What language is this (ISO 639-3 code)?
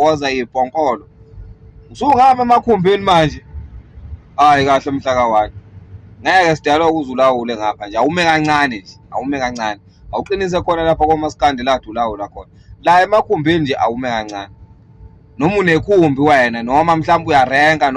zul